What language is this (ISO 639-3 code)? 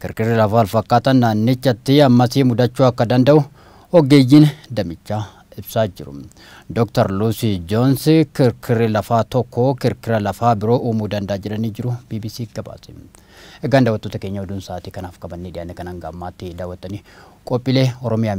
orm